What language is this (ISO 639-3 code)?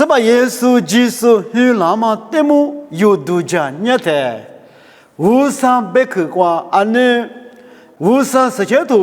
lis